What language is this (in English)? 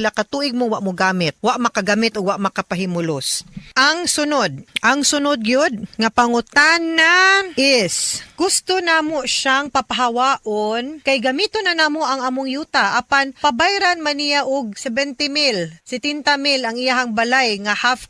Cebuano